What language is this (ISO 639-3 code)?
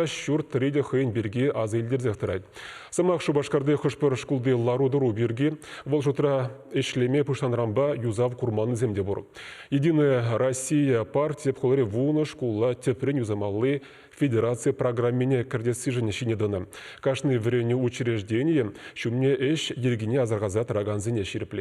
chv